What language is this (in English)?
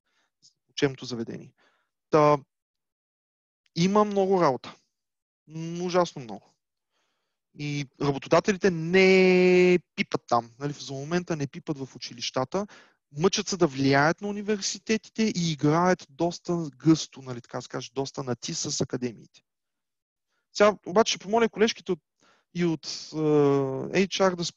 Bulgarian